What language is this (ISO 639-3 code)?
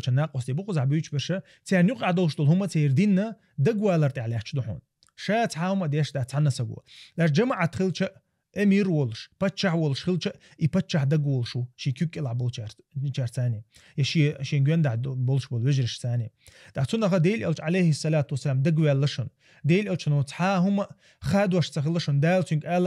che